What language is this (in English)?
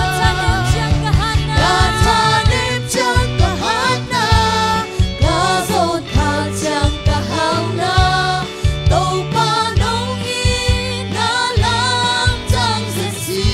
Tedim Chin